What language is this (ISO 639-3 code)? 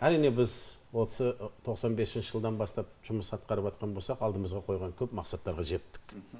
kaz